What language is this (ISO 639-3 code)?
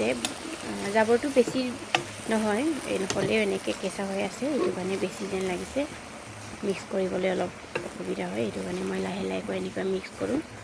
asm